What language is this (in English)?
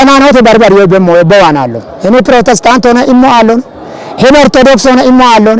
Kafa